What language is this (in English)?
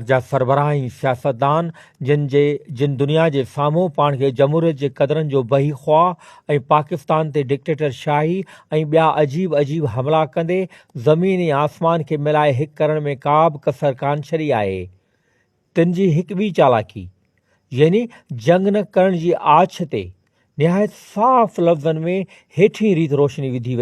Sindhi